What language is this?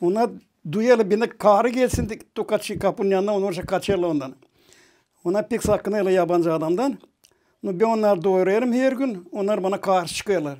Gagauz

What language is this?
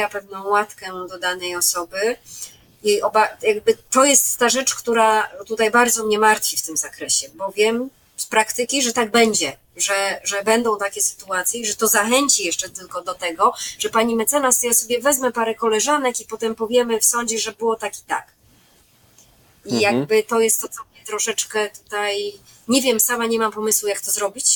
Polish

